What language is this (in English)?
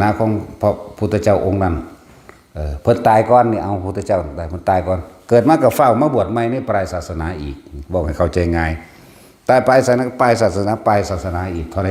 Northeastern Thai